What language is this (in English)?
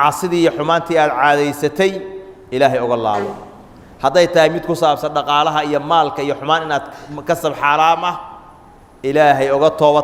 Somali